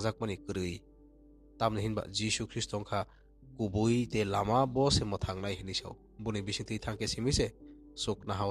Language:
Kok Borok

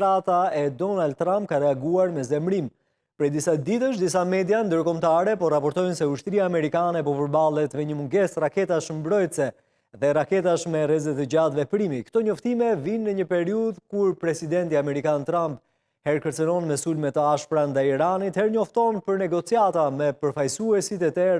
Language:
Albanian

